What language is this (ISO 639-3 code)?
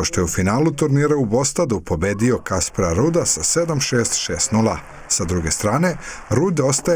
srp